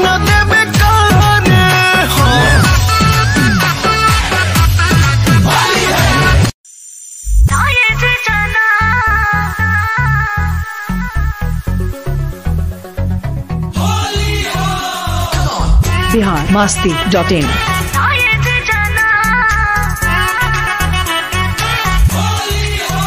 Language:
Bhojpuri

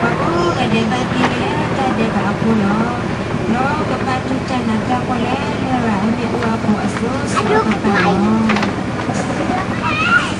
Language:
S'gaw Karen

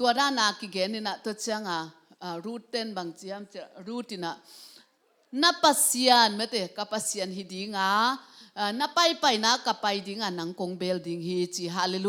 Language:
Tedim Chin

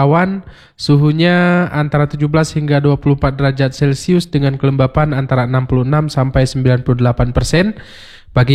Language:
Indonesian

